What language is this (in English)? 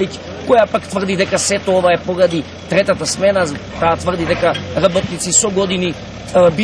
Macedonian